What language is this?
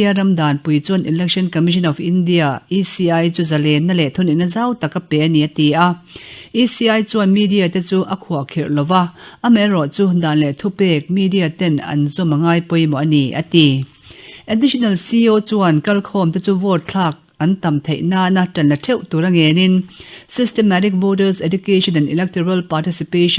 Mizo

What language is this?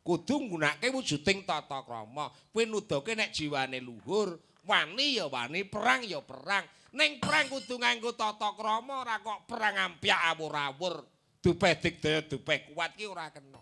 Javanese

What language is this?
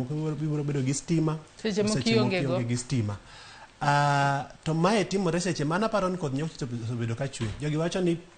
Luo (Kenya and Tanzania)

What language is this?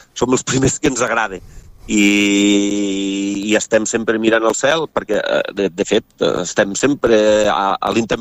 Catalan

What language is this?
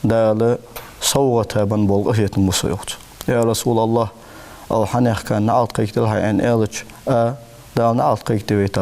Ingush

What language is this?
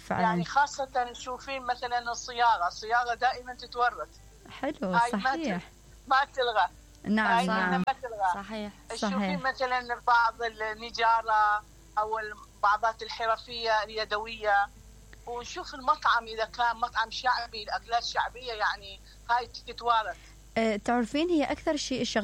Mesopotamian Arabic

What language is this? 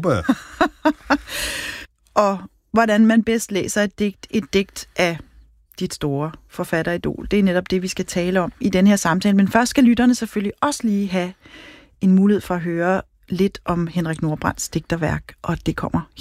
Danish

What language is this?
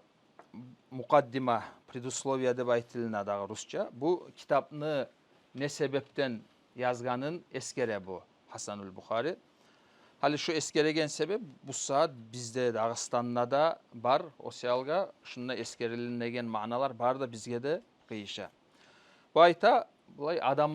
Kumyk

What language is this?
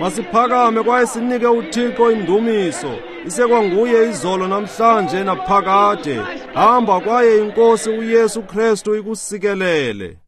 Xhosa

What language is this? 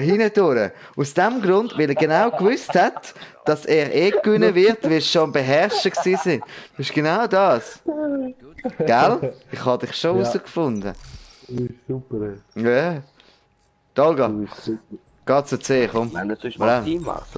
Swiss German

